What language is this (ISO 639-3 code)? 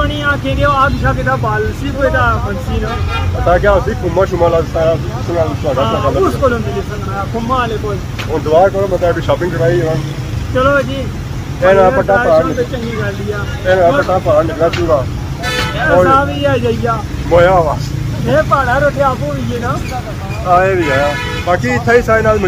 phr